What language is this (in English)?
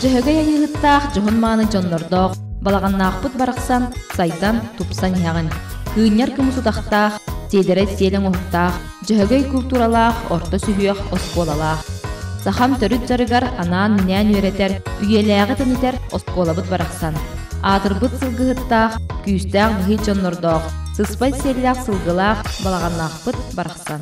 Yakut